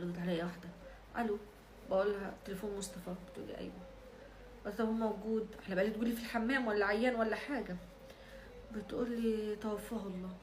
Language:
Egyptian Arabic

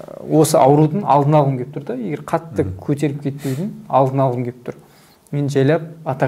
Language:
Kazakh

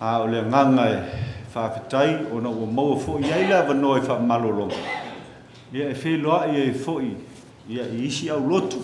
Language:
Samoan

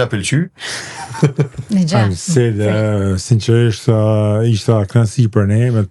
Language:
Albanian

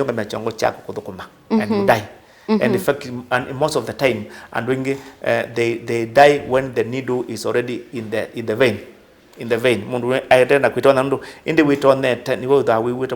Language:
Kamba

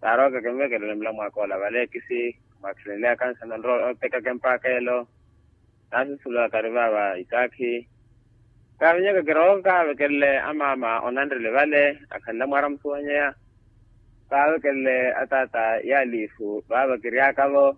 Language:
Makhuwa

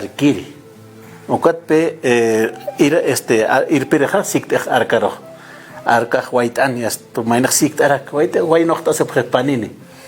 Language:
Aymara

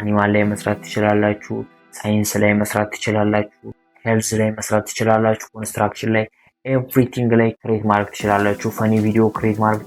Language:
Amharic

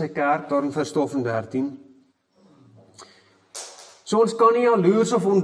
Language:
Afrikaans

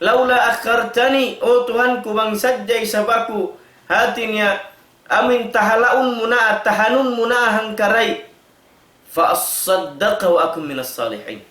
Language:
Tausug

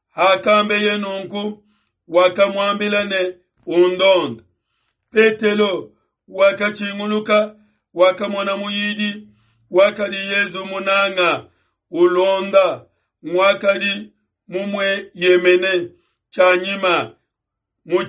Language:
Luba-Lulua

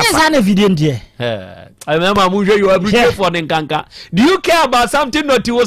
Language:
Akan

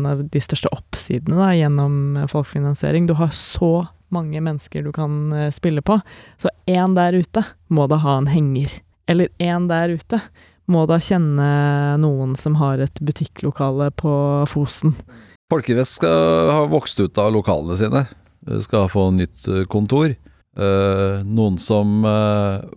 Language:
Norwegian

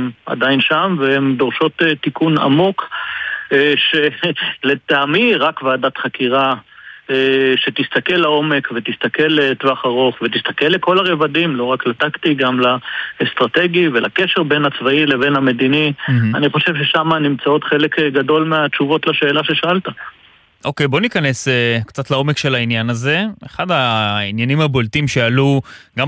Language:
Hebrew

